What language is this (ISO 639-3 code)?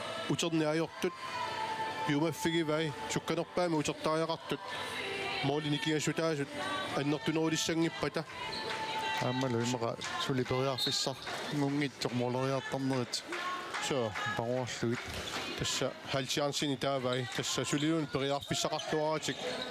kal